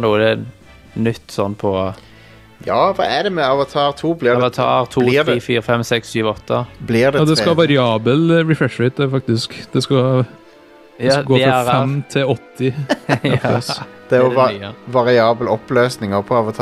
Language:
Norwegian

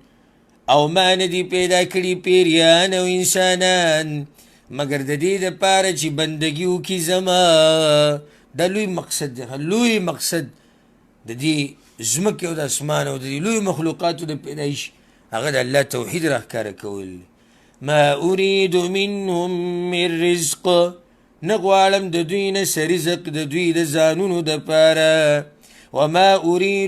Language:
Pashto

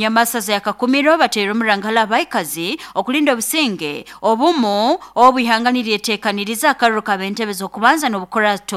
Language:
Nyoro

